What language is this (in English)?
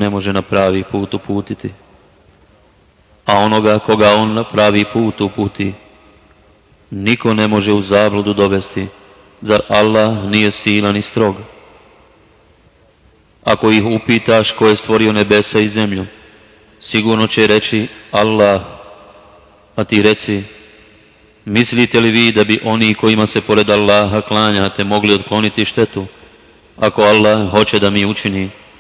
Bosnian